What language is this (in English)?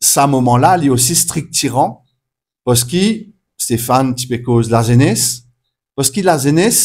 Morisyen